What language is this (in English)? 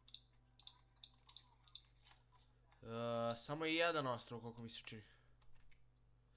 Croatian